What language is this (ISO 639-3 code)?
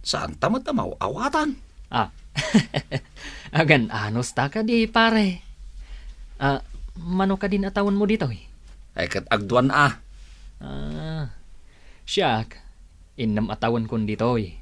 ilo